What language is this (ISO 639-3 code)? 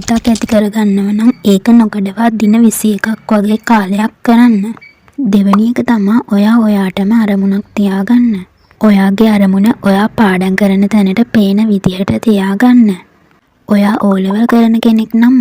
sin